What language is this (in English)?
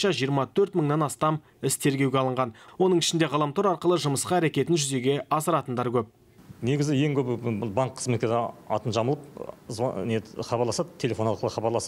Kazakh